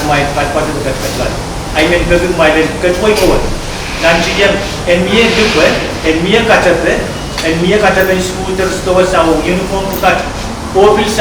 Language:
Pohnpeian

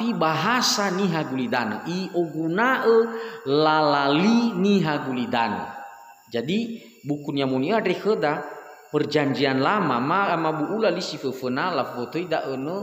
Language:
Nias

